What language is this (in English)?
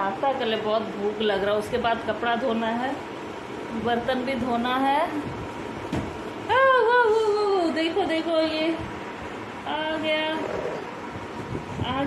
Hindi